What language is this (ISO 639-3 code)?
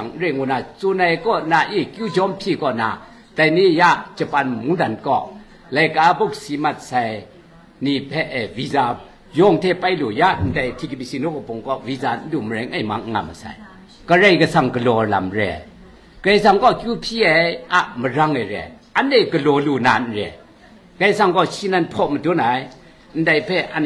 kac